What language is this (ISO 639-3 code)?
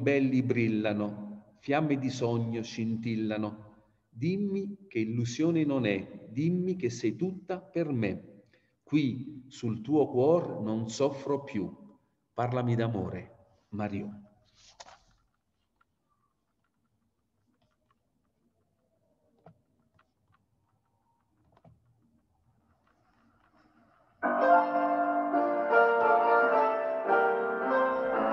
ita